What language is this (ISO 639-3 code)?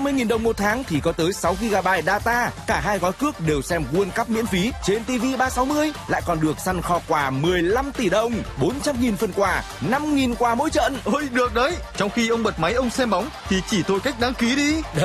vie